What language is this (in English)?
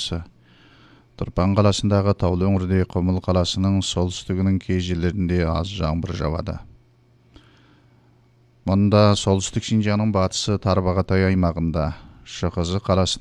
Kazakh